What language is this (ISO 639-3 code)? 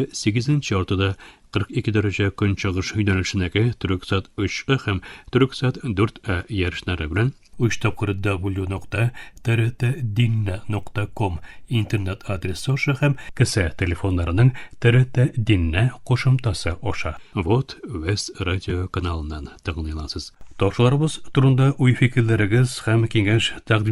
tat